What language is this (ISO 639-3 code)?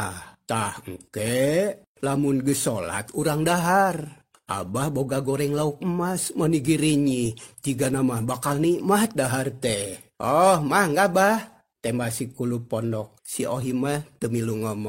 sun